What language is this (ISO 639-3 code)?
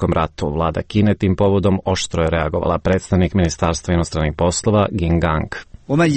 hrv